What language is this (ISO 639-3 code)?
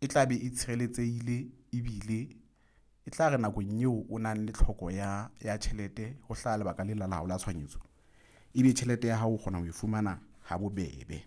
sot